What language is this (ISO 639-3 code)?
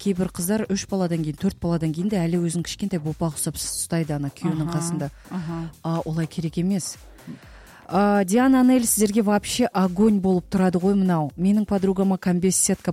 kaz